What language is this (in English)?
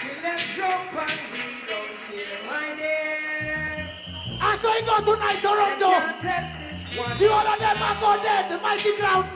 Jamaican Creole English